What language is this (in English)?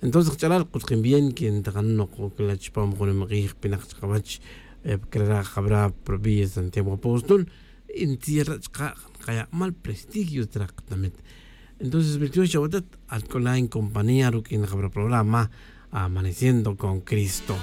Tz'utujil